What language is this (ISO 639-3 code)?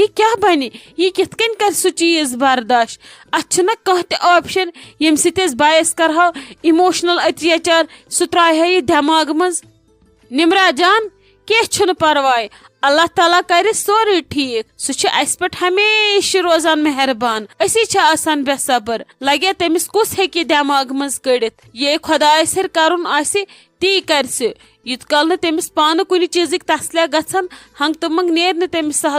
kas